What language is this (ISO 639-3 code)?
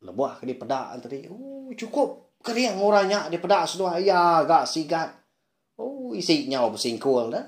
iba